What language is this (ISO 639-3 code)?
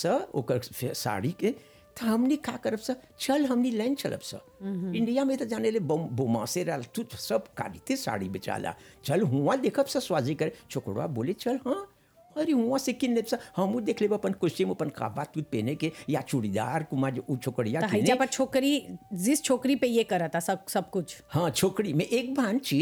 bho